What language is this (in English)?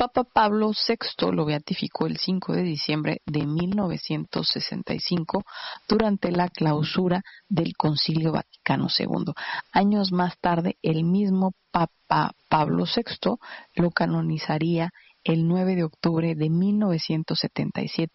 Spanish